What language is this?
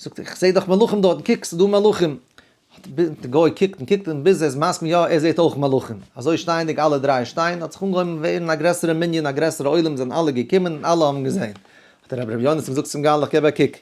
Yiddish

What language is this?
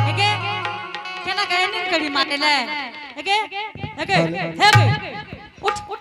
Angika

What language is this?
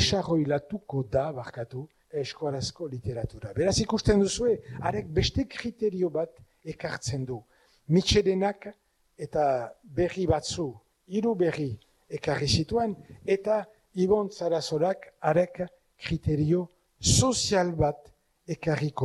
Basque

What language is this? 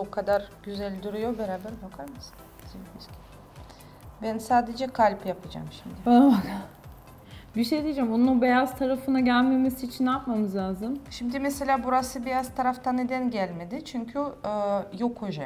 Turkish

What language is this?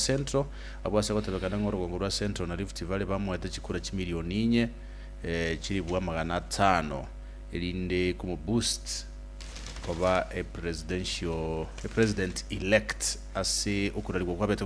Gusii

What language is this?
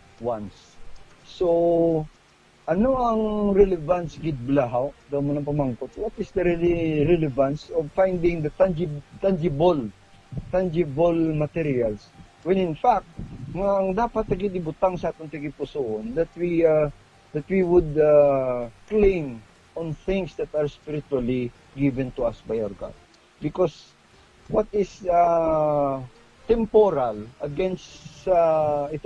Hiligaynon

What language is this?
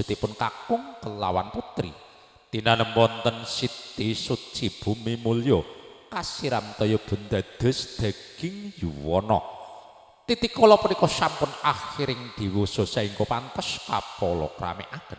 Javanese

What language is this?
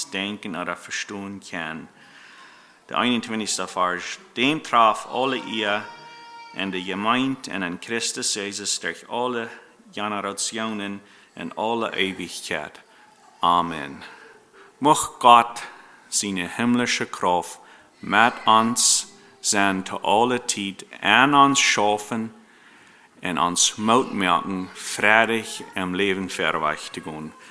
Plautdietsch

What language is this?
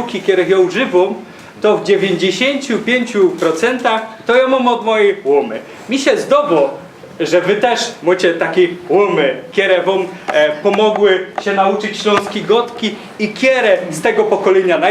Silesian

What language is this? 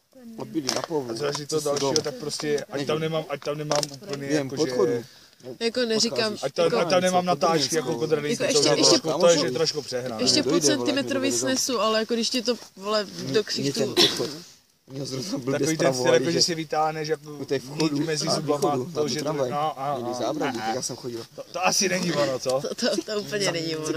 Czech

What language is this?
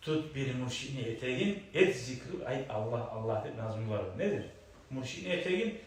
Kumyk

